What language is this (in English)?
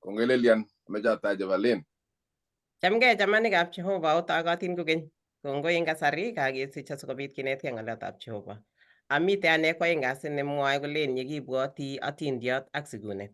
Kalenjin